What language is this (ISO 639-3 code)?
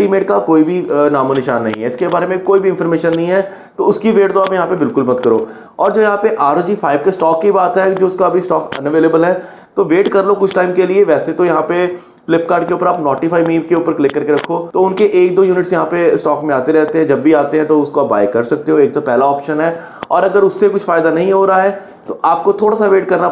hin